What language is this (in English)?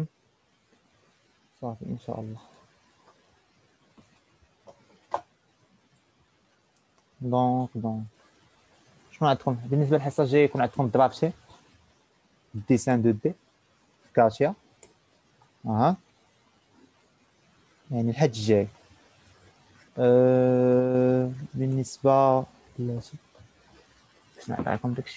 Moroccan Arabic